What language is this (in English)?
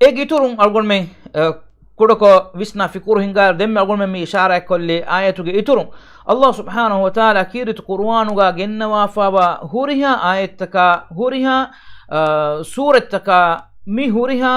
Divehi